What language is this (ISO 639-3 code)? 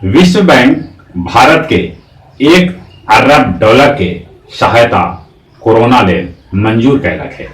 mag